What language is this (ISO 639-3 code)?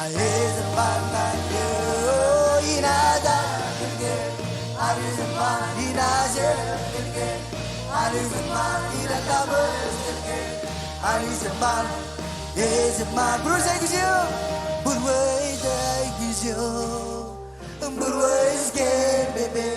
mah